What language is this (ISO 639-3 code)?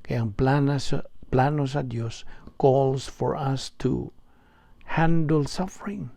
ceb